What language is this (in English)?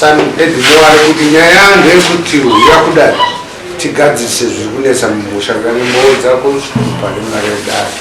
Shona